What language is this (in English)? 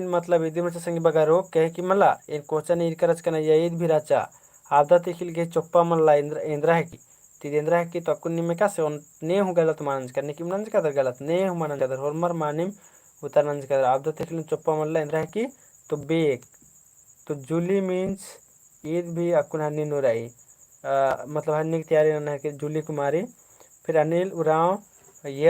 Kurukh